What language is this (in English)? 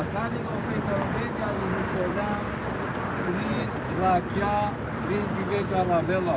Balkan Romani